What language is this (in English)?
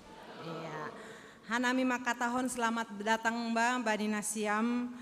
Batak Simalungun